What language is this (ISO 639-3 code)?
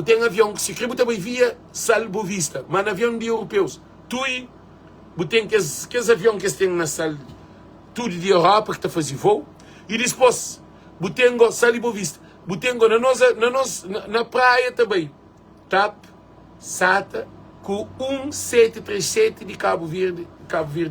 kea